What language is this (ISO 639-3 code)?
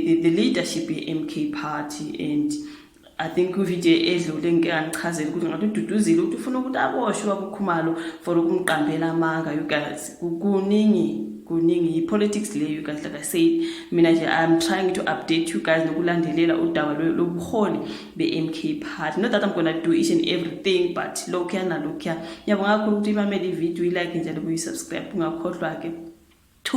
zul